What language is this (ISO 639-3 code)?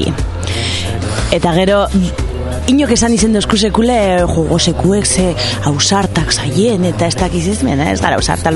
eus